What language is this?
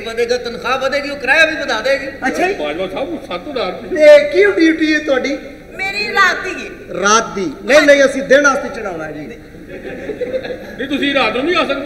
Punjabi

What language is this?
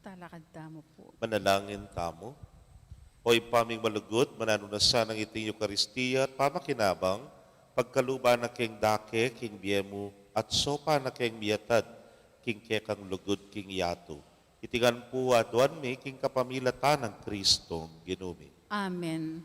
Pampanga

